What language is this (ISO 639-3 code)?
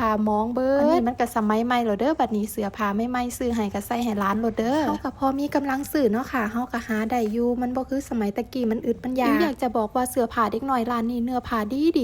tts